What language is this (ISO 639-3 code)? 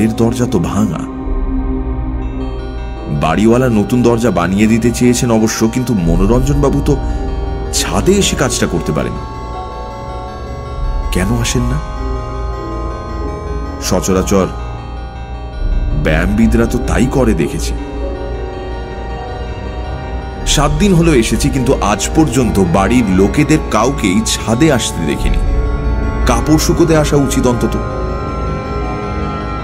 ben